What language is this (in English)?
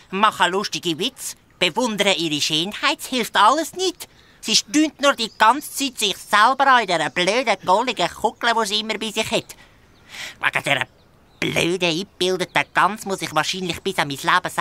Swiss German